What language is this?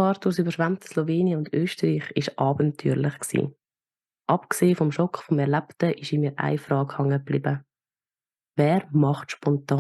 Swiss German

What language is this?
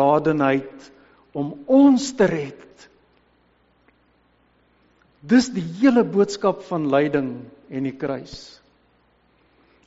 Afrikaans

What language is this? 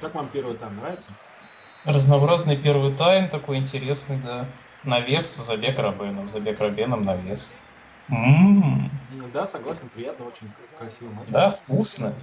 Russian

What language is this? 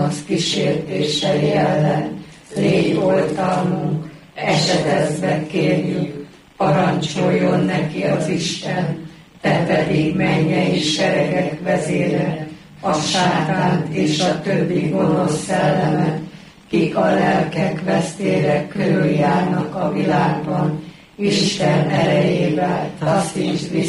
Hungarian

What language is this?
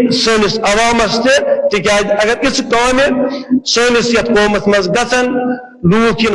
Kashmiri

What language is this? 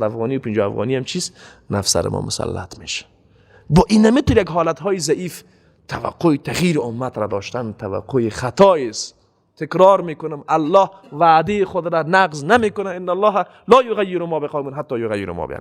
Persian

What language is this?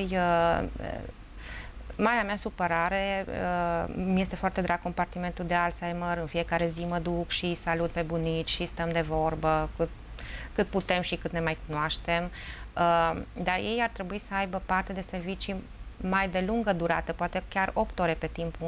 Romanian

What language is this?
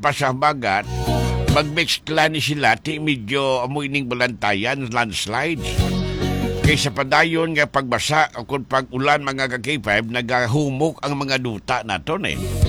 Hiligaynon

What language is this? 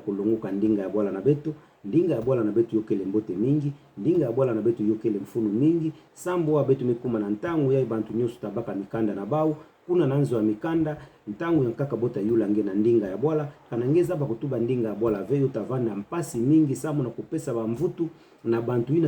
Kituba (Democratic Republic of Congo)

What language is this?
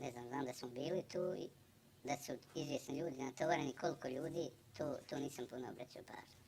Bosnian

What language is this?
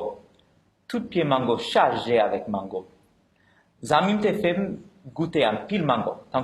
Haitian Creole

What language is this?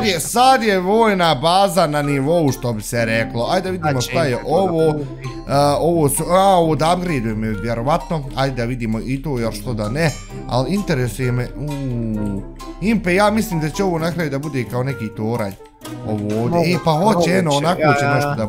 Bosnian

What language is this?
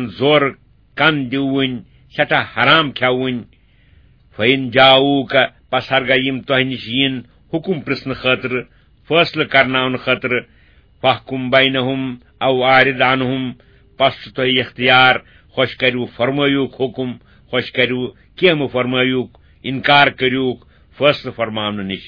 Kashmiri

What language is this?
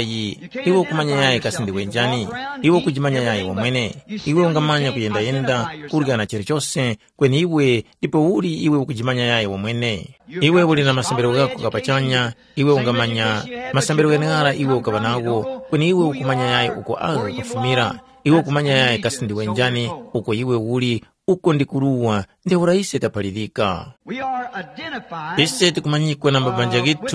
Tumbuka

